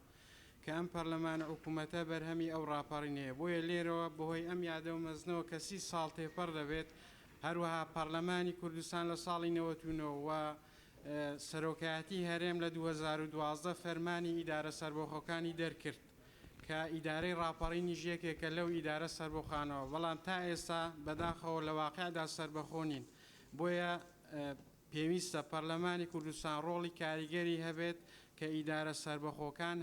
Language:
Central Kurdish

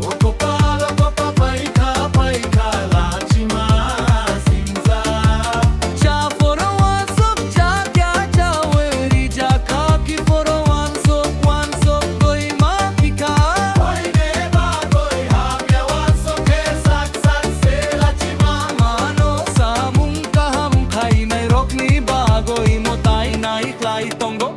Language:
Kok Borok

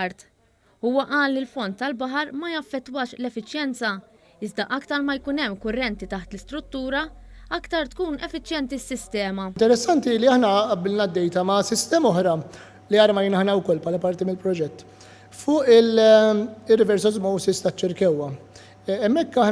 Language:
Maltese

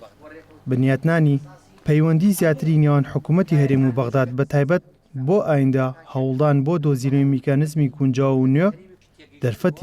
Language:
Central Kurdish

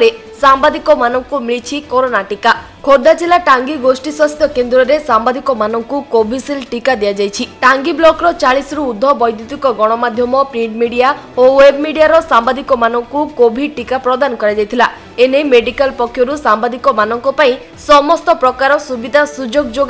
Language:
Odia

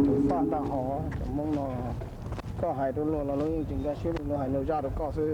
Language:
Hmong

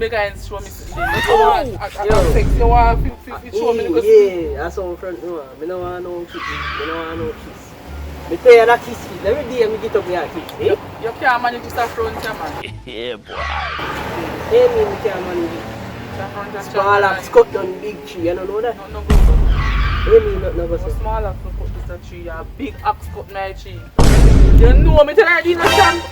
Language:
Jamaican Creole English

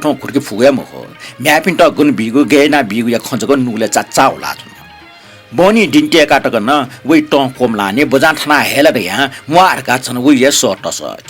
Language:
Newari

